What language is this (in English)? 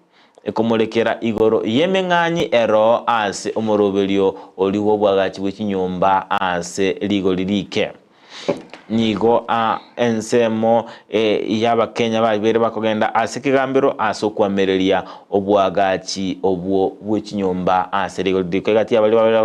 Gusii